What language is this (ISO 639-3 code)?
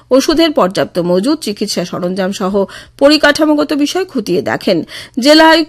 ben